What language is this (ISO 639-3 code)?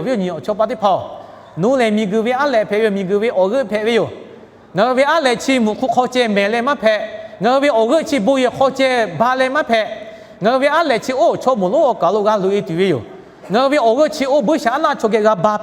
lhu